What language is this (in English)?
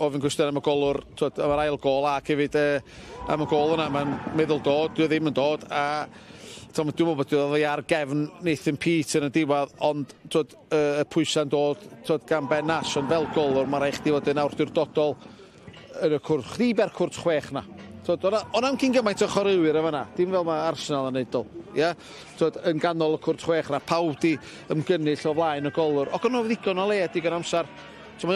Welsh